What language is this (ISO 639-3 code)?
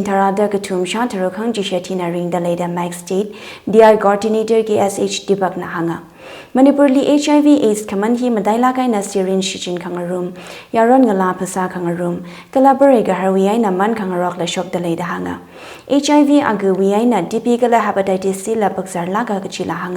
nmf